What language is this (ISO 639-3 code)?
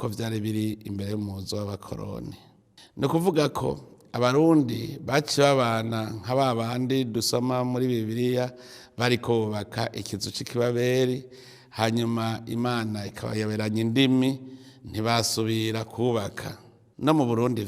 run